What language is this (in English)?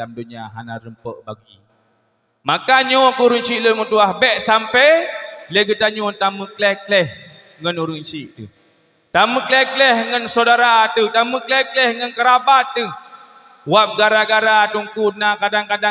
Achinese